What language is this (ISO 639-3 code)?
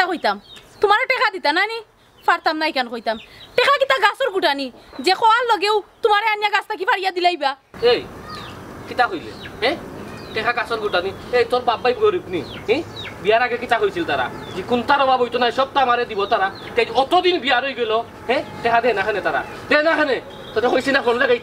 syl